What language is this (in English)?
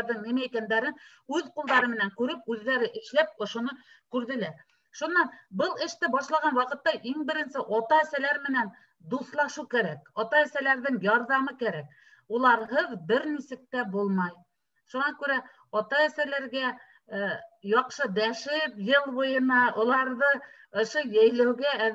Bashkir